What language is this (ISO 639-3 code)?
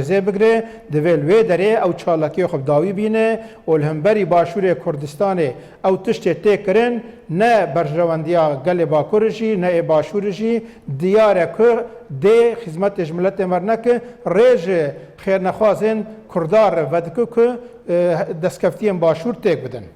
kur